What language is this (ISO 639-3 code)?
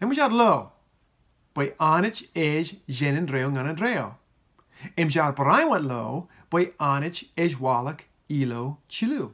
mah